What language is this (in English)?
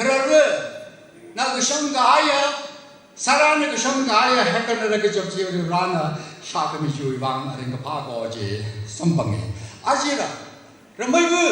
Tangkhul Naga (India)